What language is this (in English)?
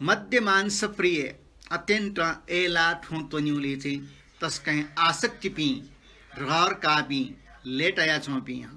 Newari